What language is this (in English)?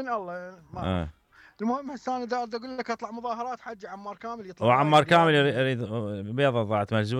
Mesopotamian Arabic